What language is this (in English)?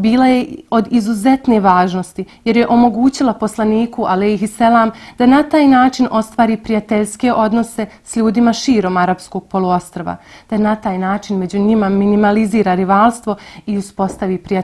Bosnian